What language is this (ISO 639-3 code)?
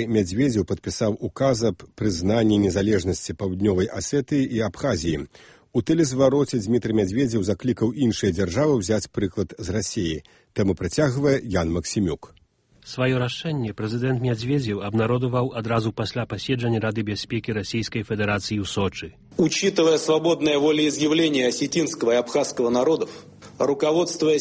bel